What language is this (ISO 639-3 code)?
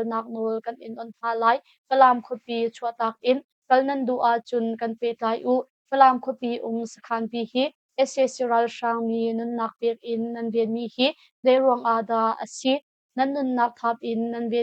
cnh